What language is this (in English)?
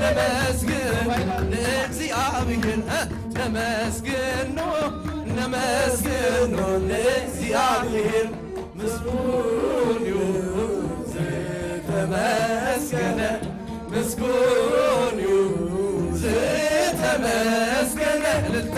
Tigrinya